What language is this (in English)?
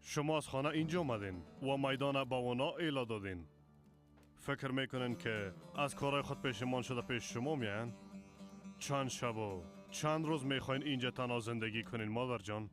Persian